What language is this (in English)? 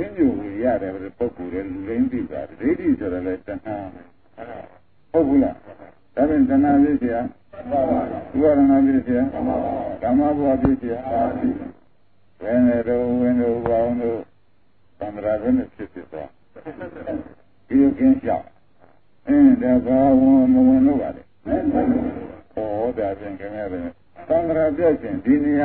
Burmese